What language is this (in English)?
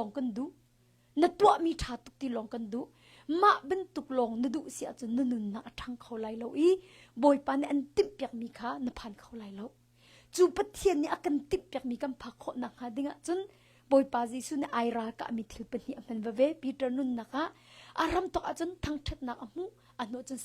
Hakha Chin